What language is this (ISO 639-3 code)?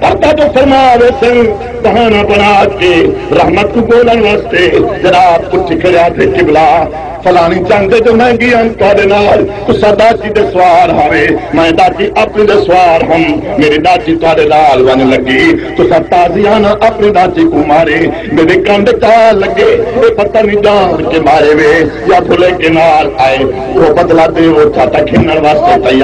skr